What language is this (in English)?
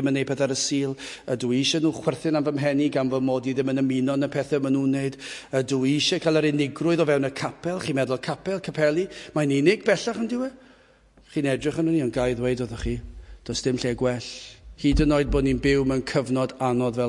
Welsh